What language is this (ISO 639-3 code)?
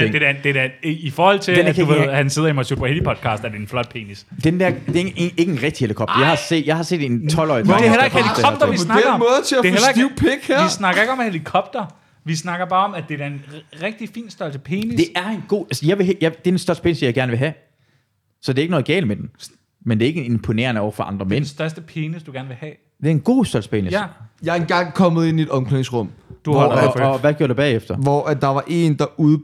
dan